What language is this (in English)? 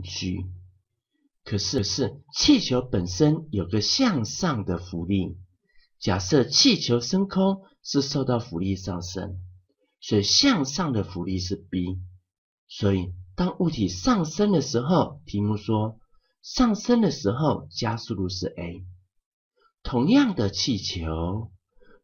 Chinese